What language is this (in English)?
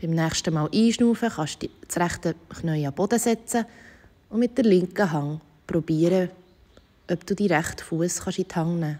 Swiss German